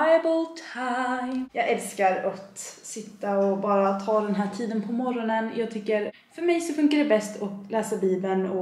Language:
Swedish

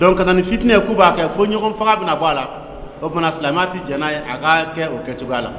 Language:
Dyula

